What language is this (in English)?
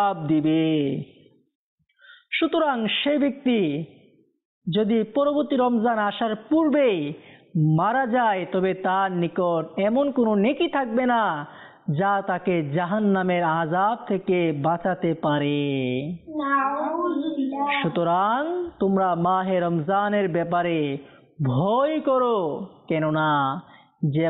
Bangla